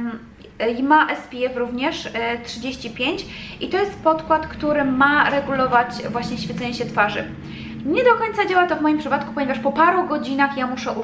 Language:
Polish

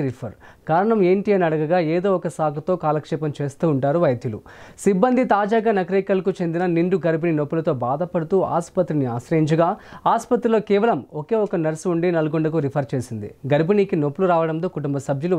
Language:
Telugu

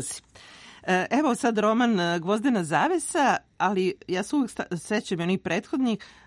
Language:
Serbian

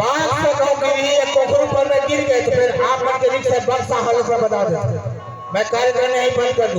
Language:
Chhattisgarhi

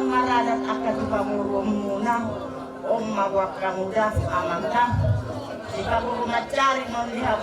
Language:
Batak Toba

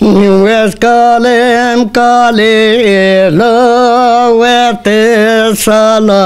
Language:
Zaza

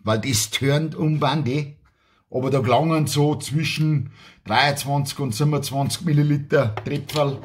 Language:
Bavarian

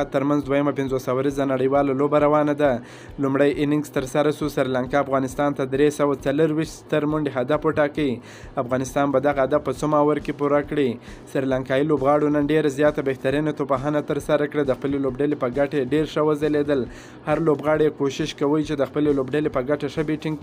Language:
Pashto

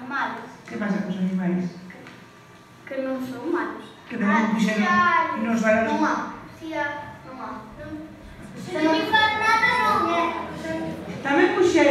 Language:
Galician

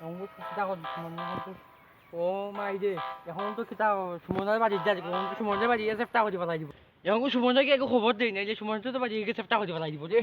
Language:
Sylheti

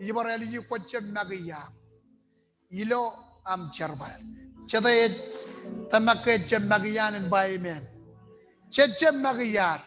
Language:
Marshallese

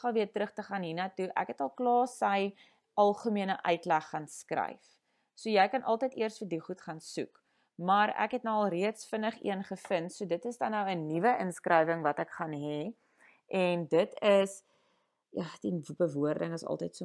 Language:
Afrikaans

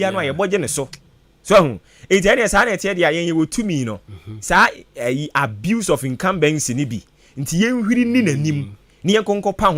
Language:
Akan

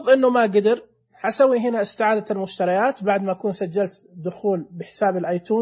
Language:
Najdi Arabic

